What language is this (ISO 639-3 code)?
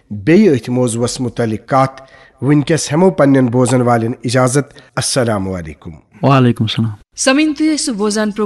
kas